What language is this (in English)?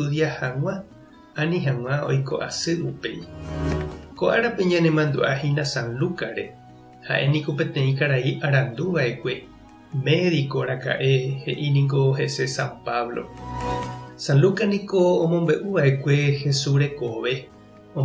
Guarani